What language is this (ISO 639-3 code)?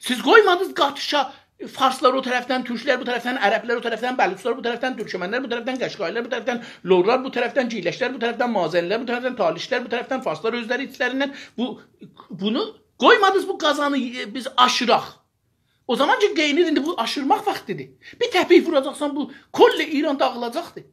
azb